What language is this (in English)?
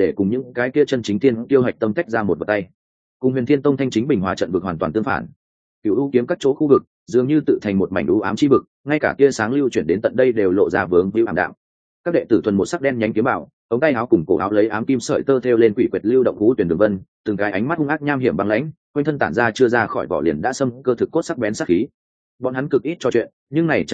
Vietnamese